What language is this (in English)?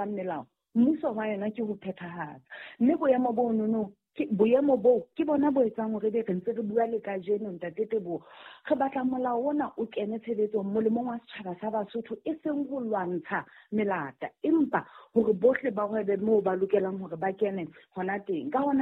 Southern Sotho